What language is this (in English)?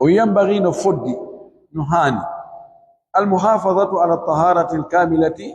Pular